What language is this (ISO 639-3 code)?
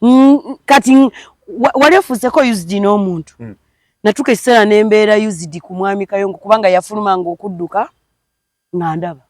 lug